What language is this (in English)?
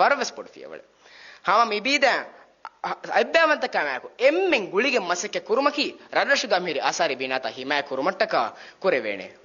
Divehi